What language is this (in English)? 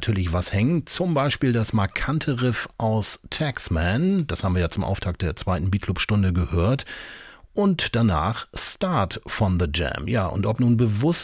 German